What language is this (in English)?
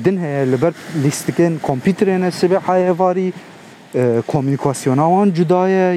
Kurdish